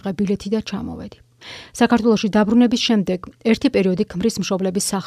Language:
Georgian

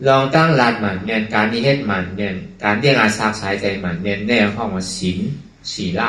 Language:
Shan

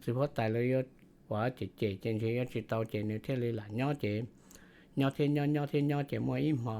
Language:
Hmong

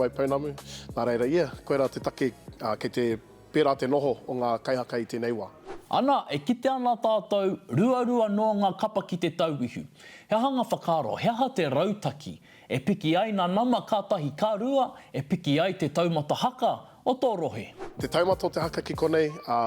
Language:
Māori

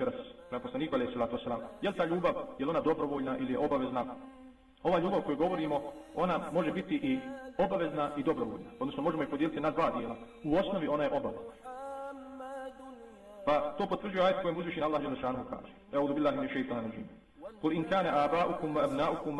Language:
Bosnian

